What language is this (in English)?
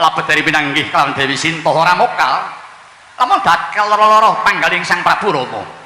Javanese